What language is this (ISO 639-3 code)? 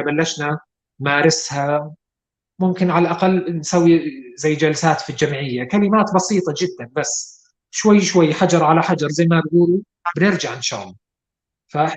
apc